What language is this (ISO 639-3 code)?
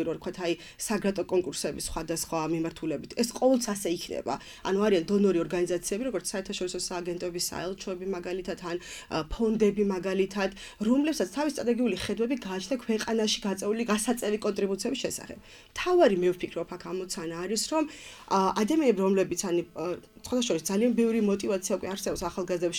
kat